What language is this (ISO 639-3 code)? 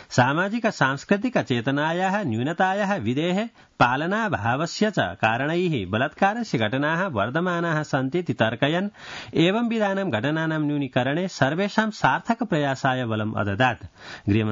san